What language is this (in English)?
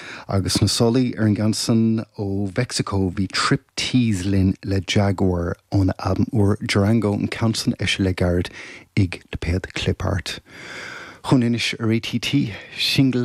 Irish